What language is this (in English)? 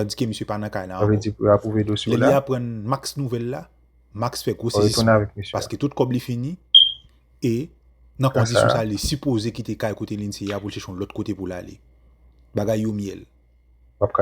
Haitian Creole